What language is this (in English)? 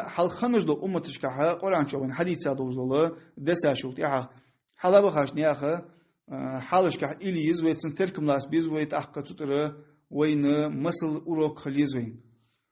Ingush